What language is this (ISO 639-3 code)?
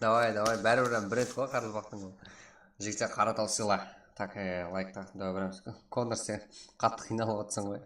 kaa